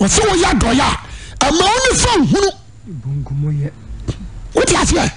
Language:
Akan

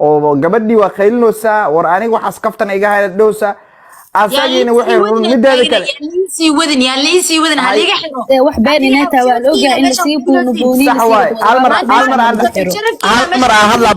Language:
Somali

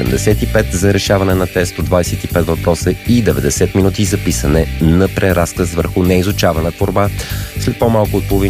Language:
Bulgarian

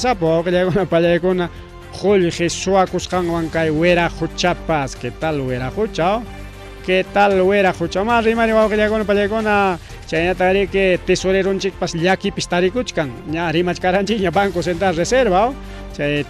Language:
Ayacucho Quechua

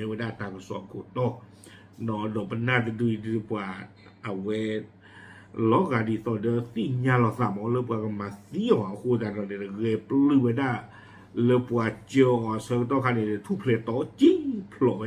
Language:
S'gaw Karen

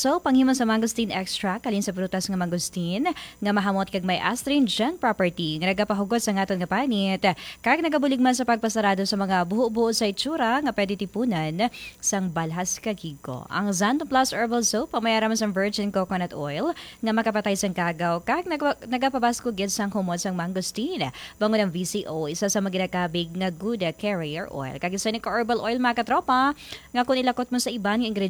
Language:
Hiligaynon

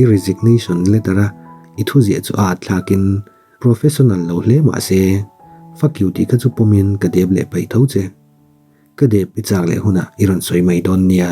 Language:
Mizo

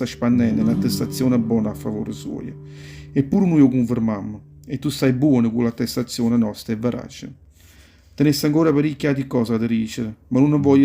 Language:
Neapolitan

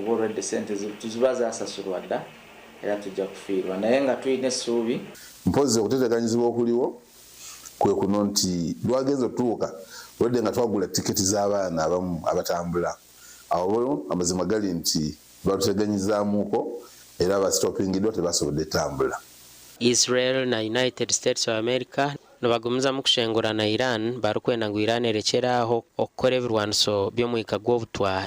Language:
Nyankole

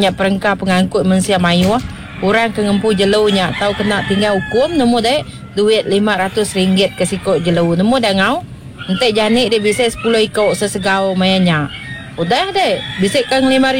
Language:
Iban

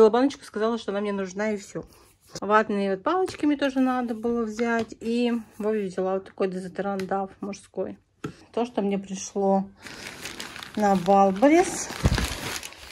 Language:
Russian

